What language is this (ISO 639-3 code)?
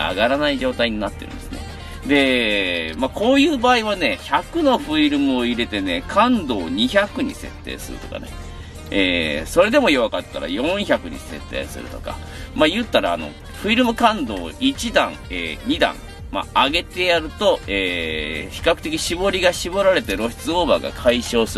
jpn